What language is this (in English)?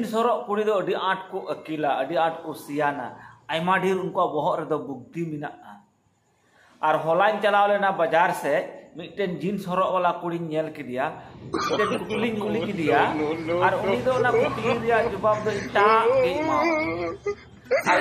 Santali